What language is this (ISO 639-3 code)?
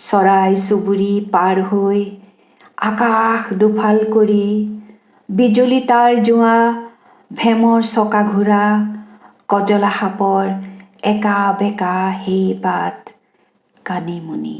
asm